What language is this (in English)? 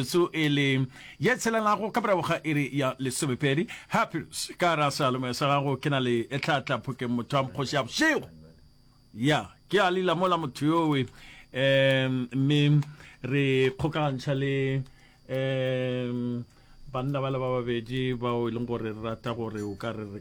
Northern Sotho